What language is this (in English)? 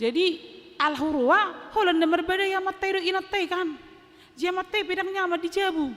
Batak Toba